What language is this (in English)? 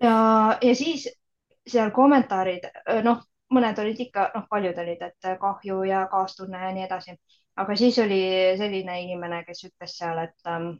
Estonian